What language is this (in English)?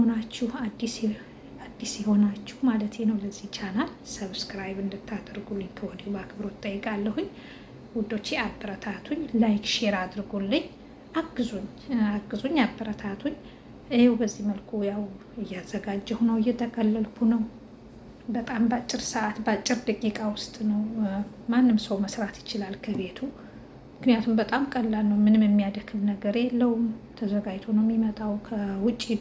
Amharic